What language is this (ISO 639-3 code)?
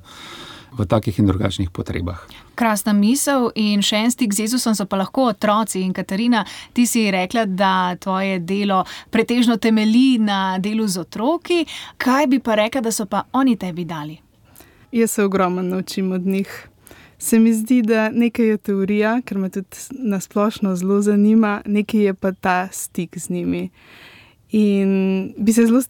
slv